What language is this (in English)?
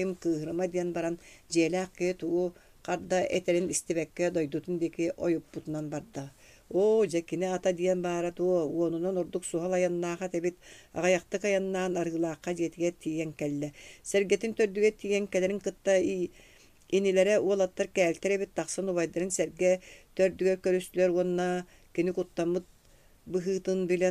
Yakut